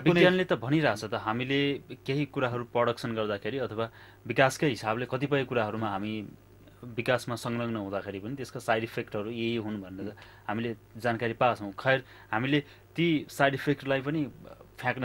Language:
Nepali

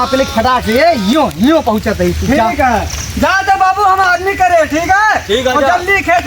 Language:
Awadhi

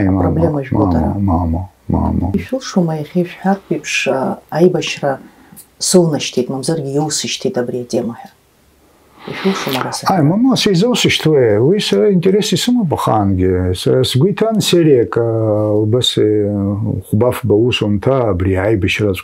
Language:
Abkhazian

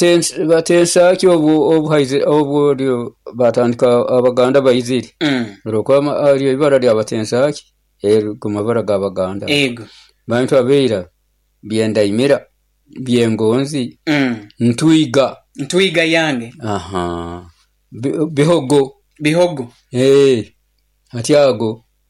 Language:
Nyoro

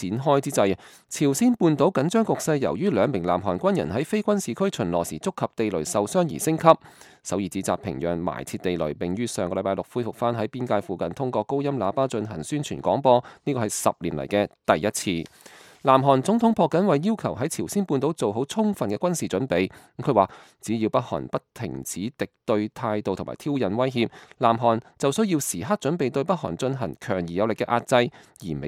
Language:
Cantonese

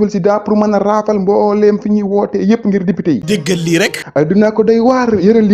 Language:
Wolof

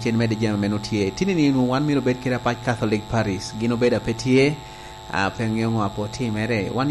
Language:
Lango (Uganda)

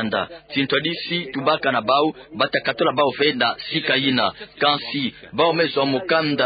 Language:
Kituba (Democratic Republic of Congo)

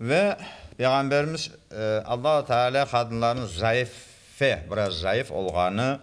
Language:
Crimean Tatar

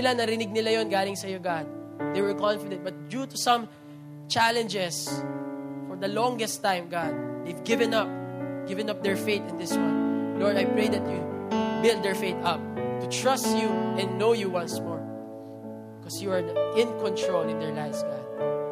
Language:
Filipino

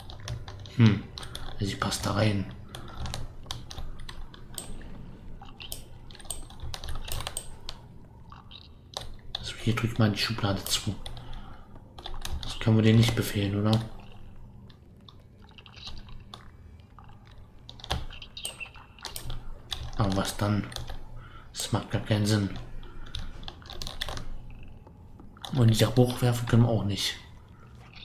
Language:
German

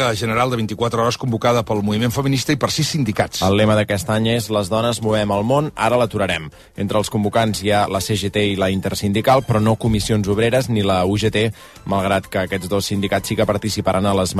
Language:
Catalan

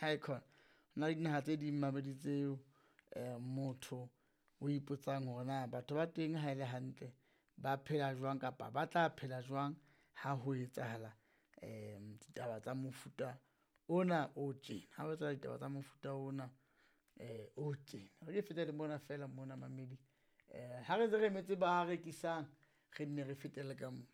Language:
Southern Sotho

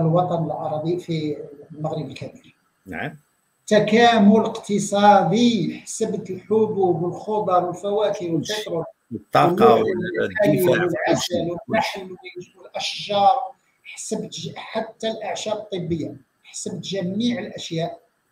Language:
Moroccan Arabic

